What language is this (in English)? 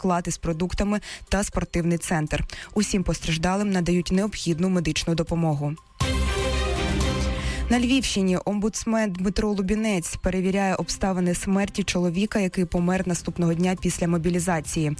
Ukrainian